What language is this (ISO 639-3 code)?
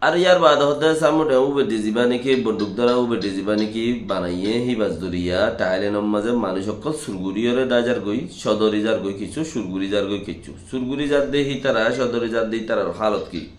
rhg